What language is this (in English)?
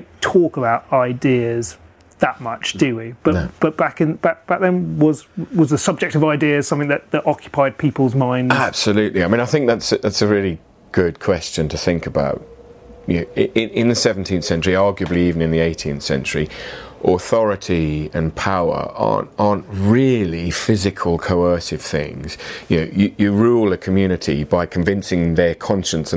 English